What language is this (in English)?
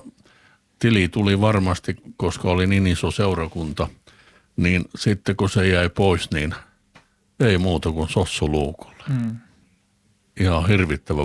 Finnish